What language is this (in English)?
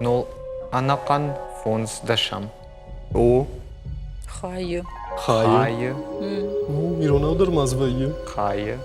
Ossetic